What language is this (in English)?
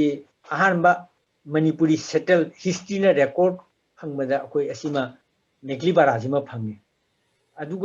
Manipuri